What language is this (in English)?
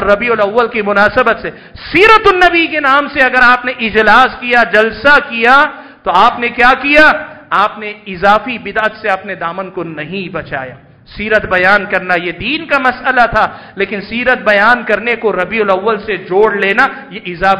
Urdu